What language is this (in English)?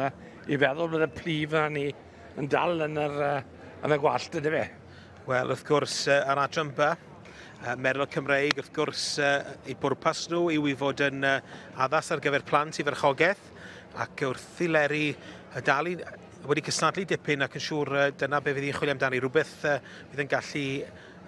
Welsh